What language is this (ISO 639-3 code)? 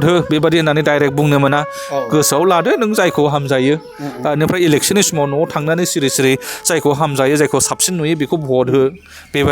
brx